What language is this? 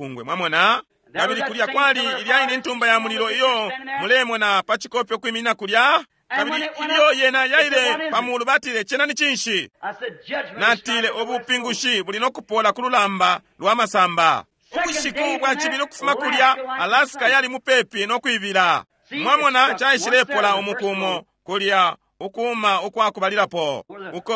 Bemba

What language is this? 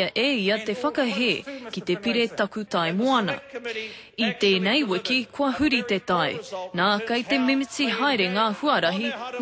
Māori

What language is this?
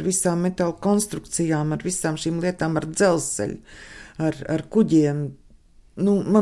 Latvian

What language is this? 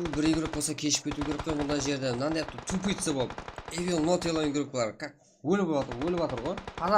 Kara-Kalpak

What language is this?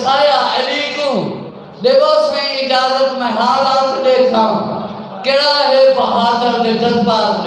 Saraiki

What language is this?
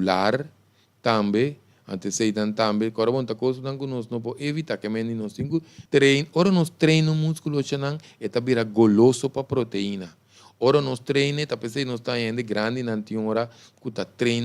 Papiamento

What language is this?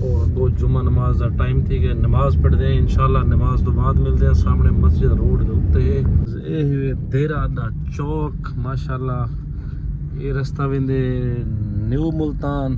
Saraiki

